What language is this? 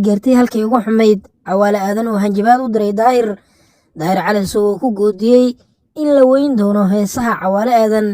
Somali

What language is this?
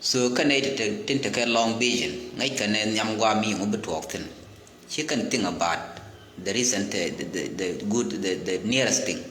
Nuer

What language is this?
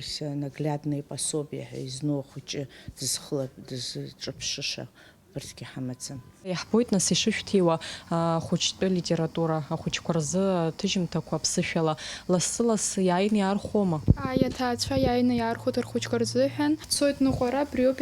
Abkhazian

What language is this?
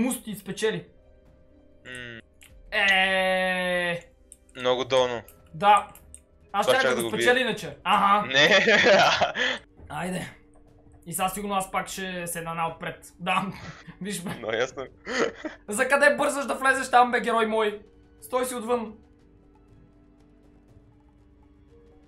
Bulgarian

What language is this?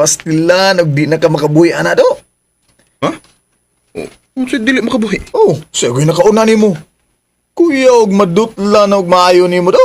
Cebuano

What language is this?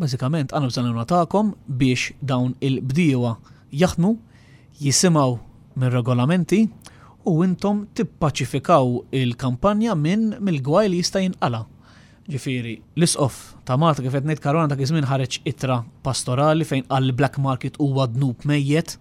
Maltese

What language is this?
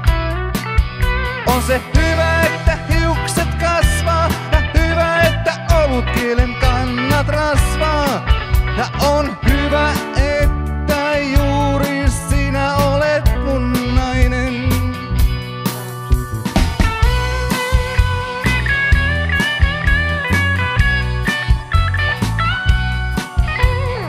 Finnish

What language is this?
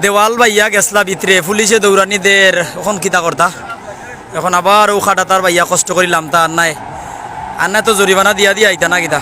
Sylheti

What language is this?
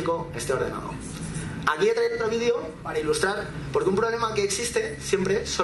Spanish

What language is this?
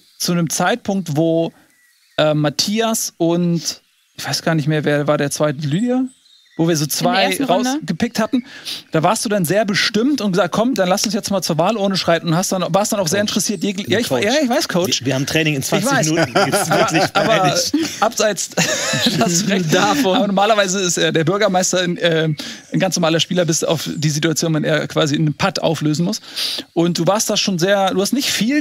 German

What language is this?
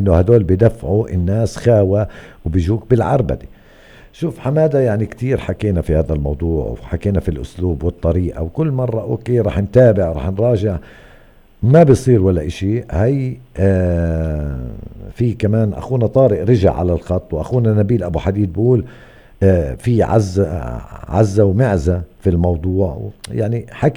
North Levantine Arabic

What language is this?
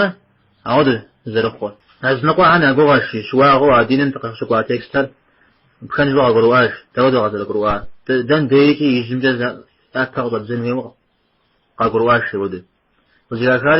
Kabardian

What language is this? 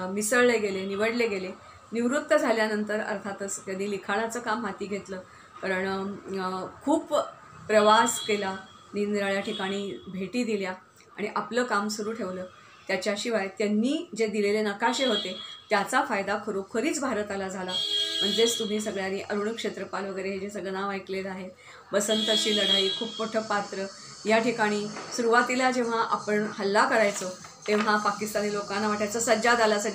Marathi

